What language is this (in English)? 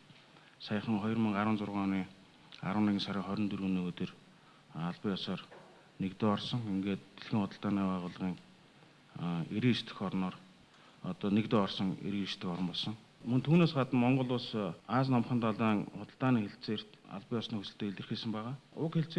Mongolian